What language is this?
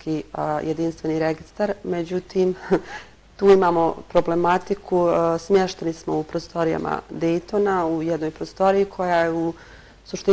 Bosnian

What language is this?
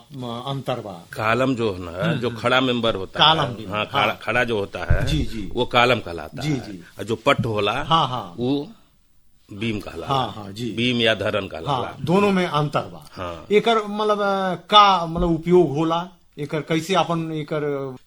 Bhojpuri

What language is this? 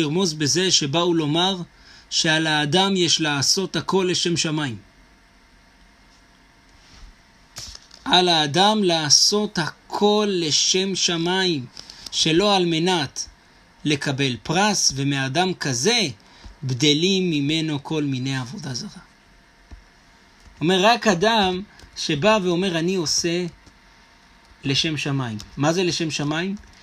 Hebrew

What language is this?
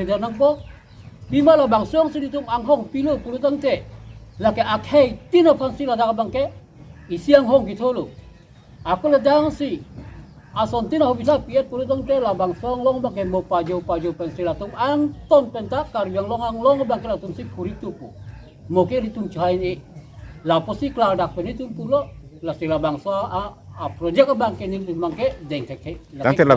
Karbi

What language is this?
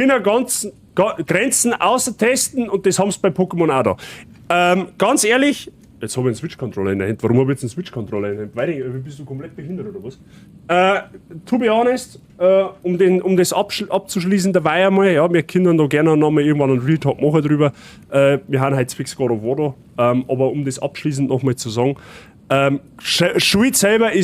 Bavarian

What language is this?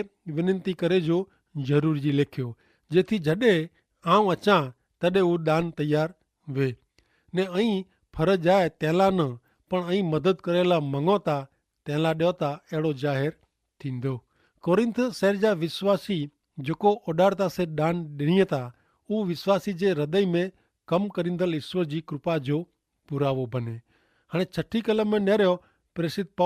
Kachhi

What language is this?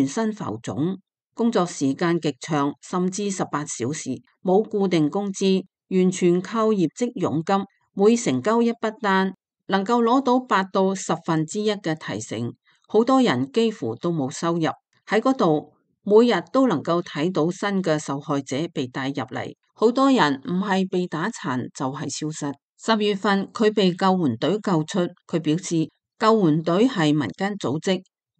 Cantonese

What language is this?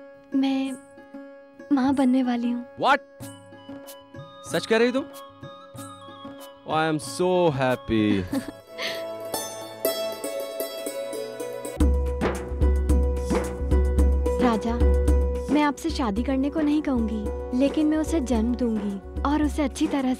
Hindi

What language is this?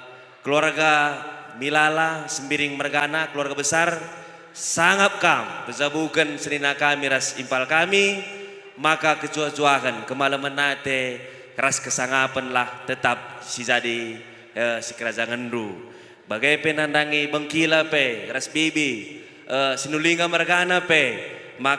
Batak Karo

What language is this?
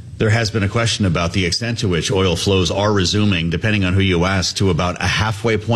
English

